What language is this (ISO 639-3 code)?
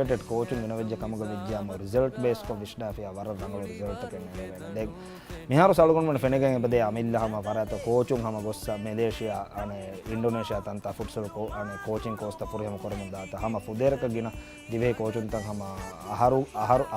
div